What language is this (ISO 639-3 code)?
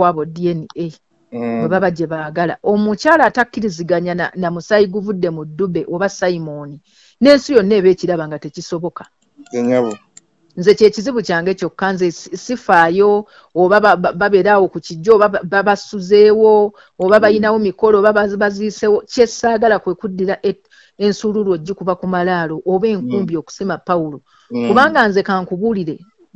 lug